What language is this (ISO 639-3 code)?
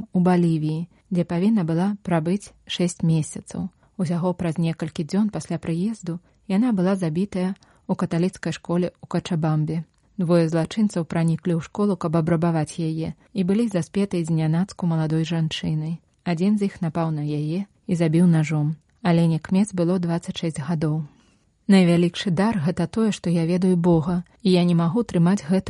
bel